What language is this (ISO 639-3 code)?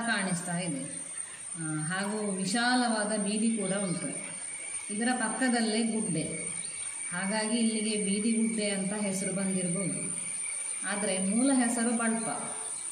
kan